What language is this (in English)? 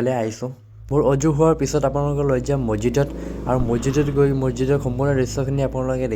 Assamese